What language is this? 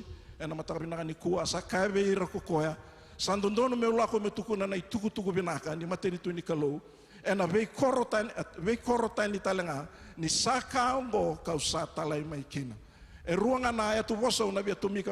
Fijian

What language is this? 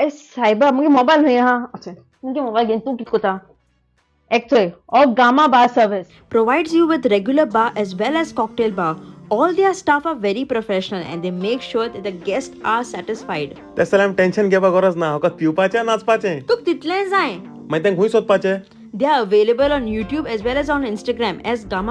Konkani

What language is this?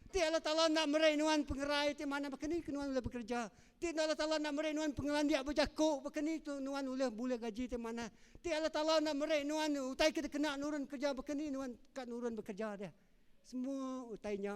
Iban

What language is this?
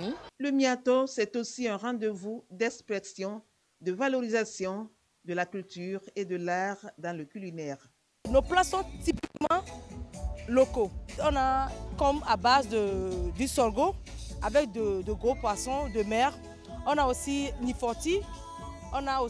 French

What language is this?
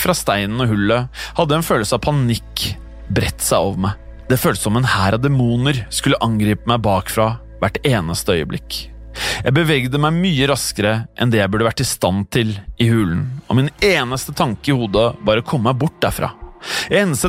Norwegian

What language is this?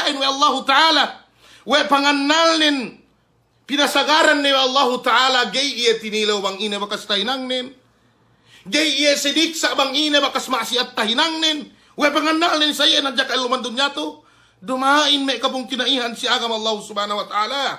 Yakan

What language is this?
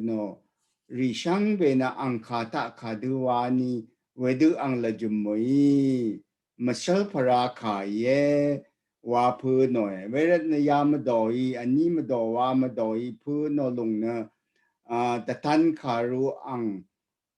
Rawang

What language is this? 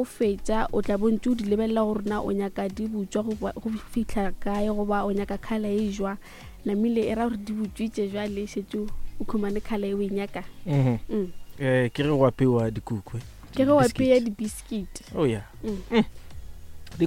Northern Sotho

